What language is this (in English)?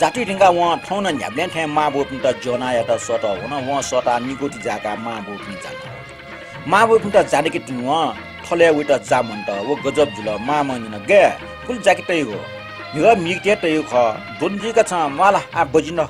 Newari